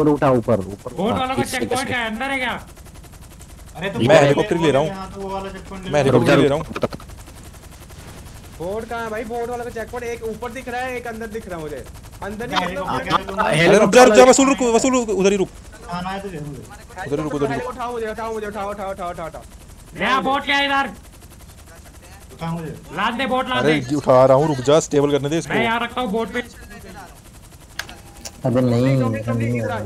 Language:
Hindi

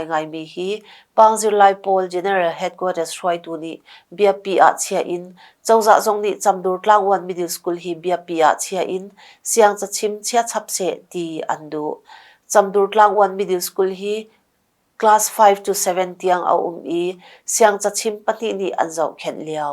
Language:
Hakha Chin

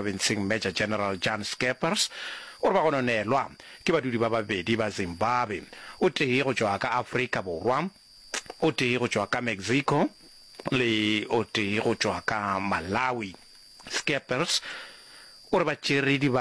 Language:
Northern Sotho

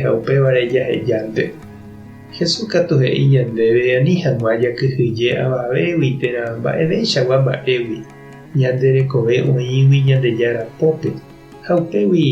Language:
Guarani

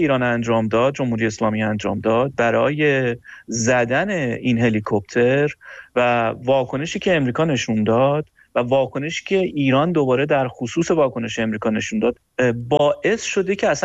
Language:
Persian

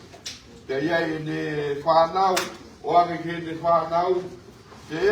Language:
Tongan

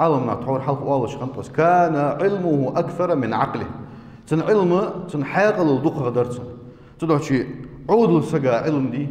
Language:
Ingush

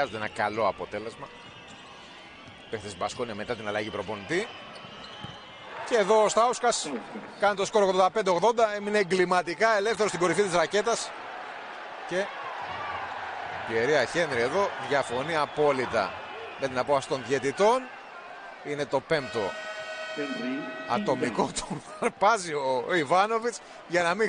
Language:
Greek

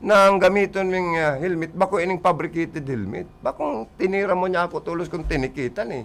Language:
Bikol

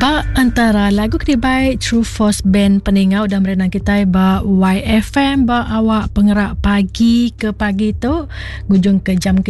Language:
Iban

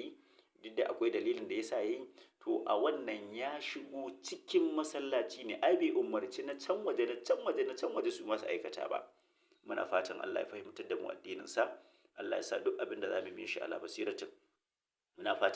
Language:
Hausa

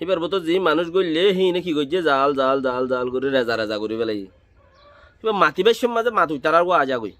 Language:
Rohingya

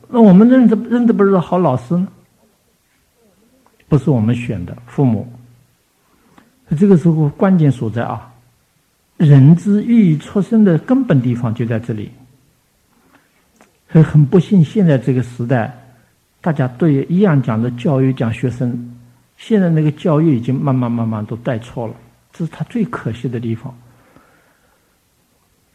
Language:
Chinese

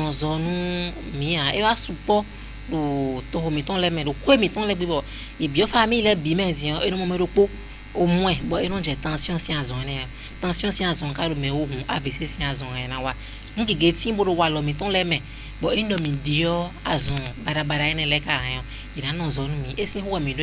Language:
Fon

